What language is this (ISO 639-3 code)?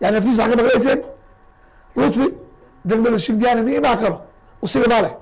som